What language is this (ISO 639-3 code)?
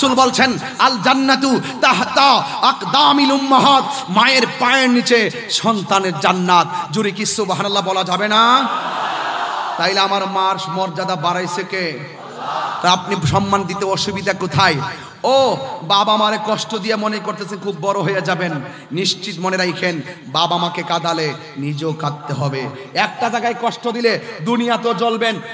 ben